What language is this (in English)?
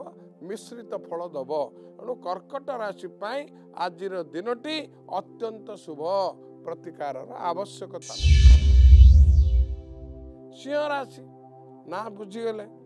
Odia